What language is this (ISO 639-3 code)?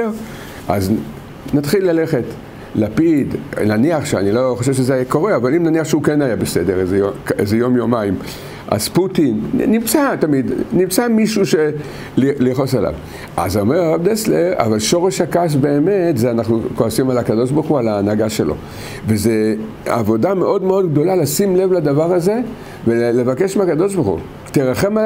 heb